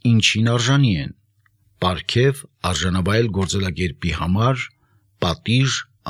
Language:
Armenian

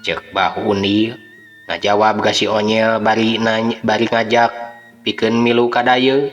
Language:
Sundanese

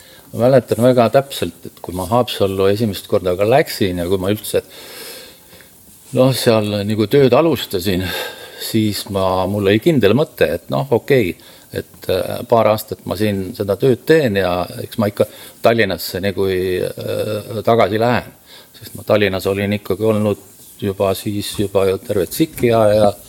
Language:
Estonian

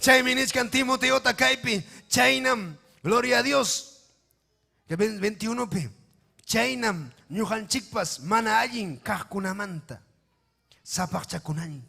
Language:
Ayacucho Quechua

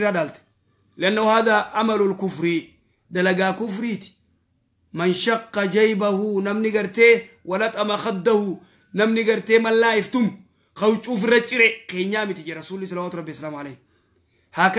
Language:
Oromo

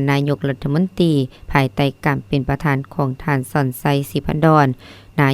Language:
Lao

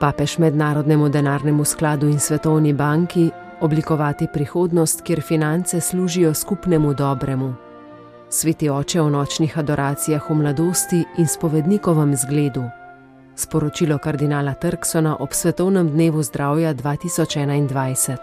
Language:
Slovenian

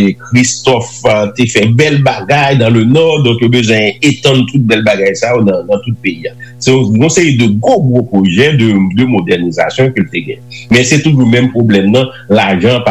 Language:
Haitian Creole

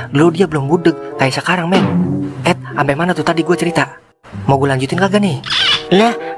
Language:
Betawi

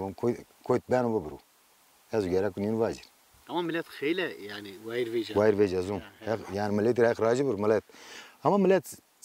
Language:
Zaza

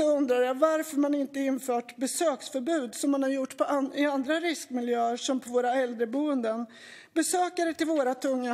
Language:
Swedish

